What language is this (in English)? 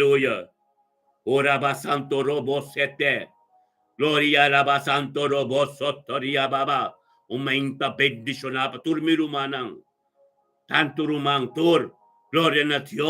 Papiamento